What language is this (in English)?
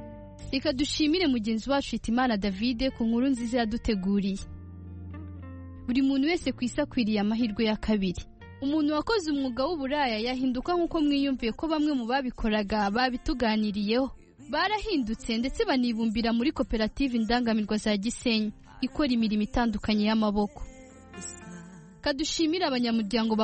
Kinyarwanda